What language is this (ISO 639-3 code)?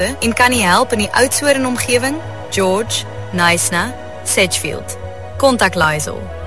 afr